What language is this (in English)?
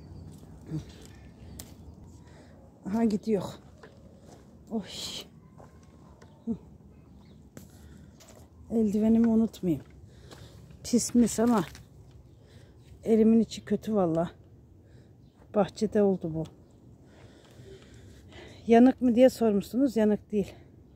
Turkish